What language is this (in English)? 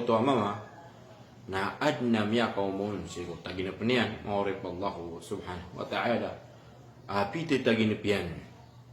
Maranao